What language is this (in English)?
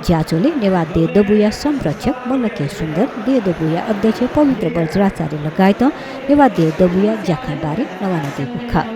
Newari